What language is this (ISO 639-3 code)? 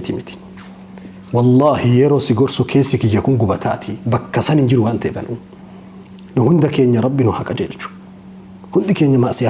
orm